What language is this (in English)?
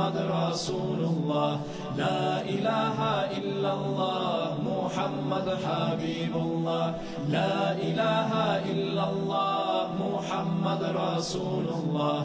Kumyk